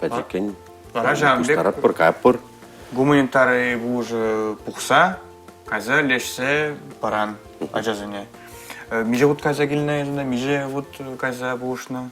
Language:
Chuvash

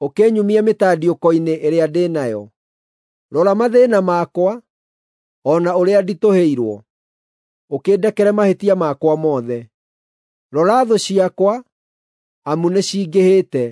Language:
Kikuyu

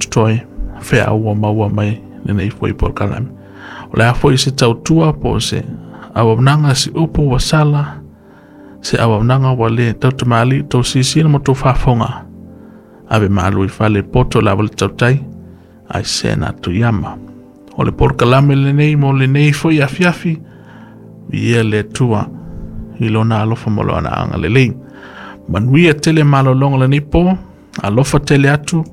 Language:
Samoan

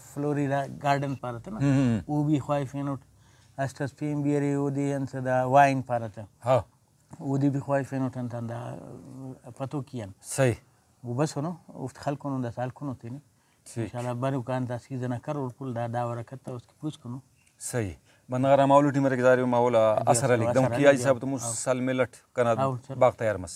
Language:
Brahui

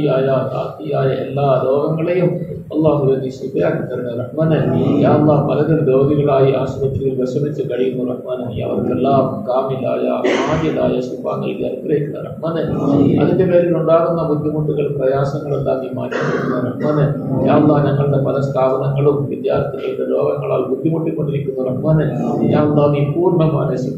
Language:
Malayalam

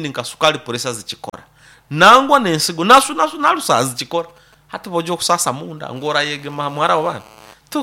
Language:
Nyoro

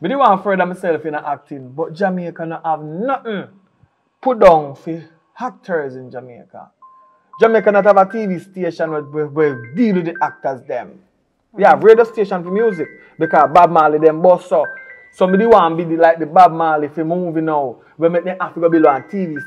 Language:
Jamaican Creole English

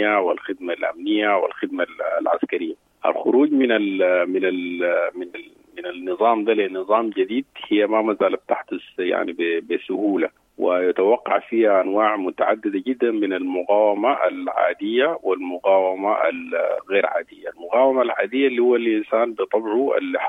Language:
Sudanese Arabic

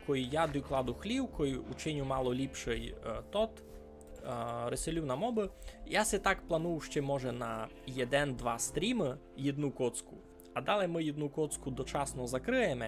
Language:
Rusyn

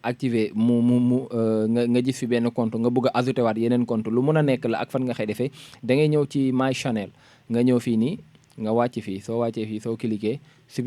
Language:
Wolof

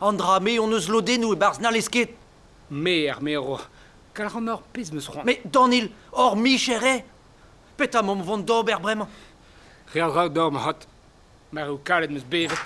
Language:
Breton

